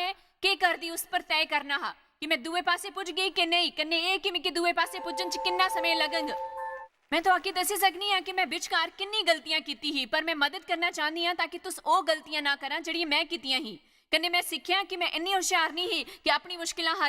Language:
Dogri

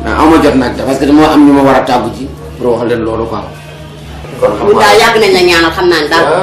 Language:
Wolof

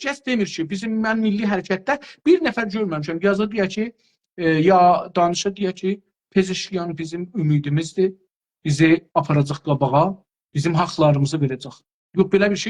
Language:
South Azerbaijani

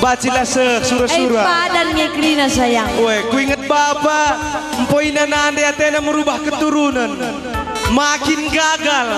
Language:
Batak Karo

